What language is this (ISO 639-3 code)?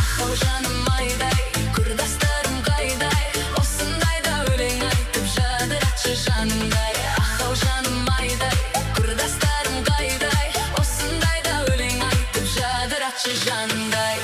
kaa